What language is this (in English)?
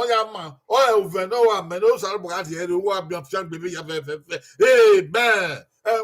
Bini